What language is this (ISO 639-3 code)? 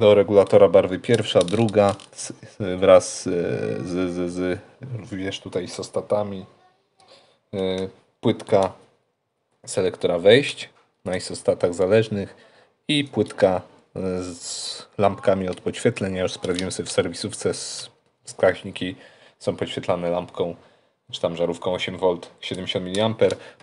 pol